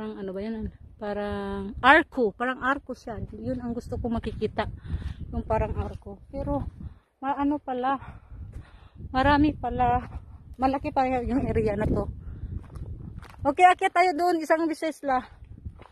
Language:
Filipino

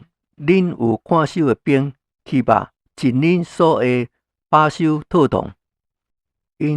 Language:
Min Nan Chinese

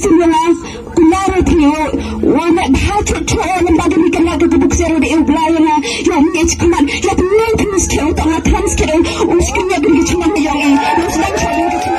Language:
Khasi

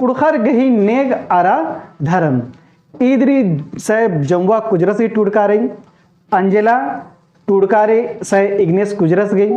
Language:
Kurukh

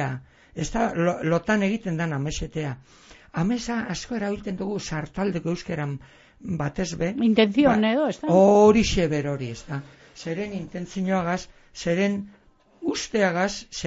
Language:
Basque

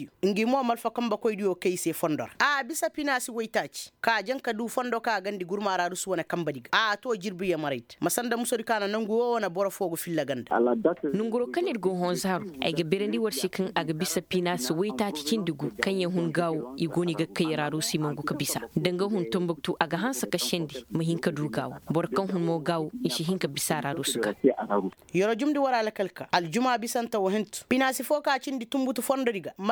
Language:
Koyraboro Senni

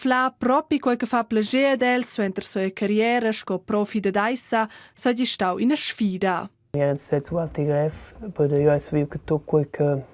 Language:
Romansh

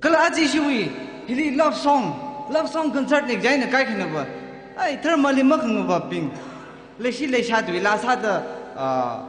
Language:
Tangkhul Naga (India)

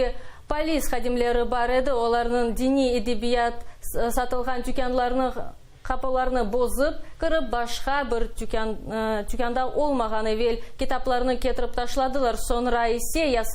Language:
Crimean Tatar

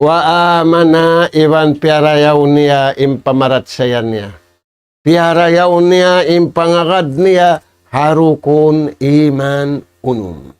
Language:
Tausug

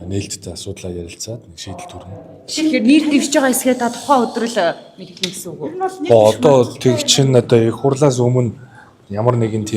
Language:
Mongolian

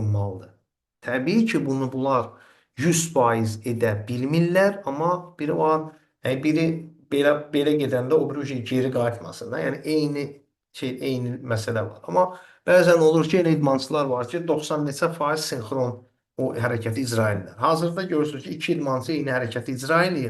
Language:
Azerbaijani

